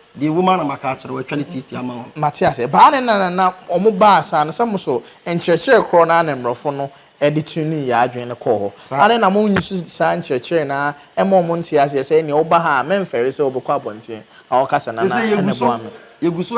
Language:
Akan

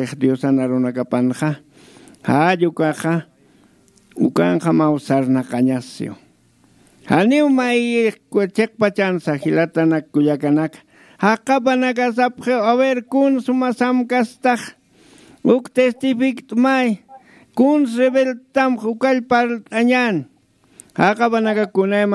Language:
Aymara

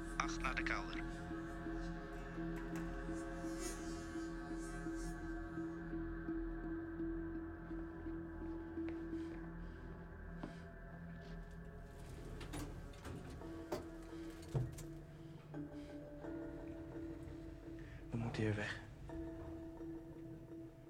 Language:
Dutch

